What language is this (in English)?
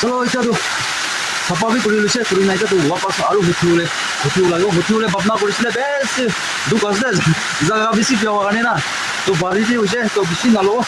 Naga Pidgin